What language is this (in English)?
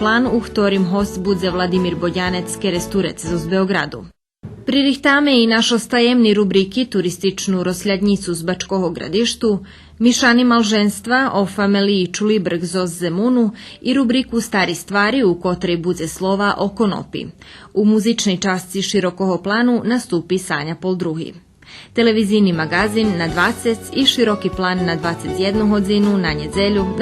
Rusyn